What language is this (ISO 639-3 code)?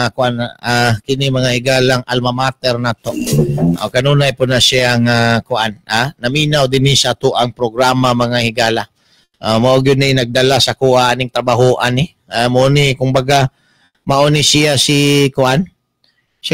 ceb